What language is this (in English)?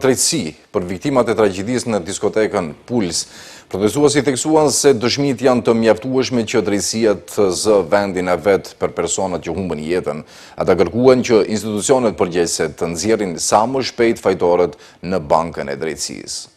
Albanian